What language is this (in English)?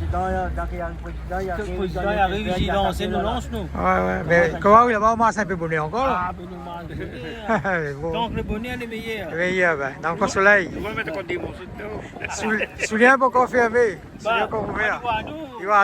Réunion Creole French